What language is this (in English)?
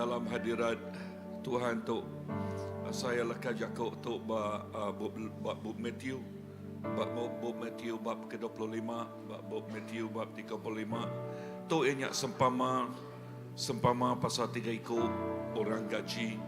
Iban